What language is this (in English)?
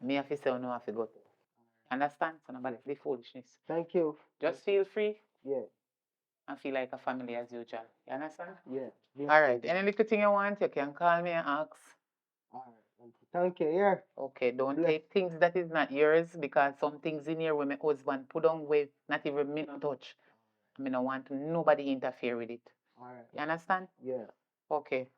Jamaican Creole English